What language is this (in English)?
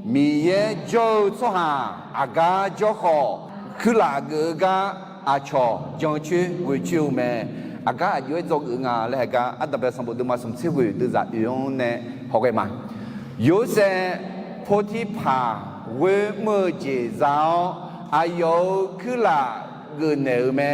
Akha